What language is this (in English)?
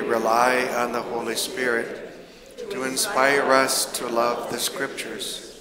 English